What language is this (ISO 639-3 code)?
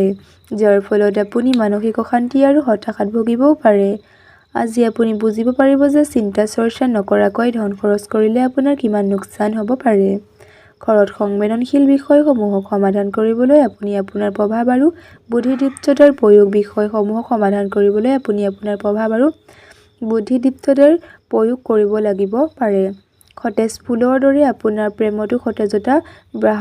asm